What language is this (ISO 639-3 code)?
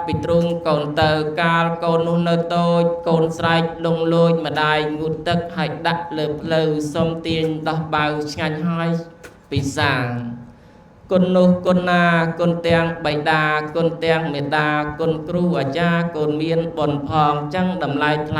khm